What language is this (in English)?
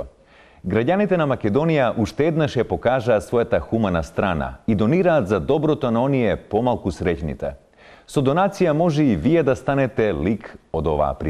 Macedonian